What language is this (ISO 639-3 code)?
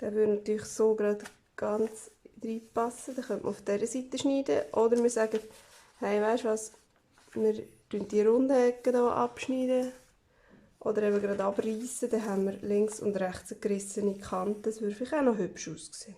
gsw